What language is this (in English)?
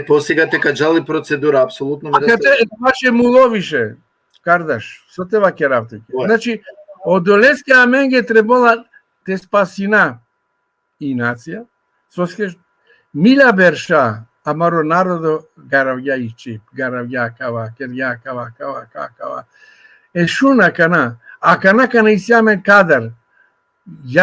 Balkan Romani